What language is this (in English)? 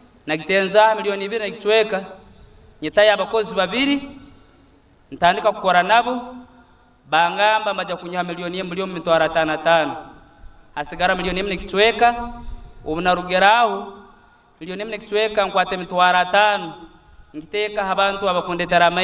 Nyankole